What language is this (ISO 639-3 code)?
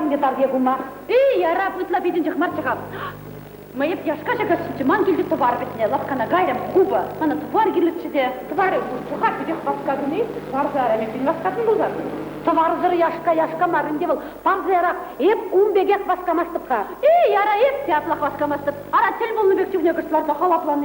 chv